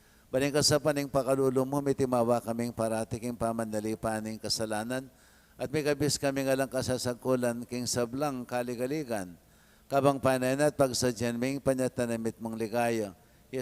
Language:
Pampanga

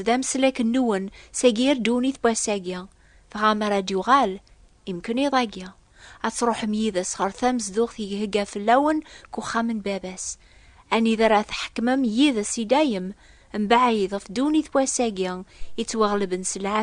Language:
Kabyle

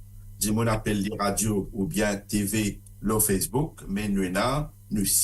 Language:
Morisyen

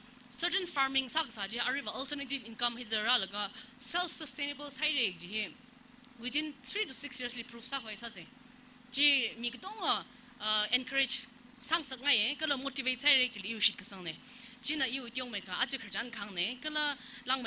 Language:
Tangkhul Naga (India)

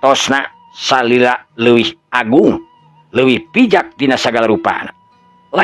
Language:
Sundanese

